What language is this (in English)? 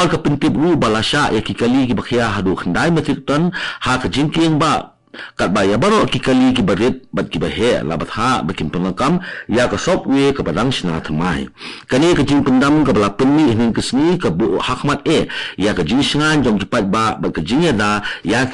Khasi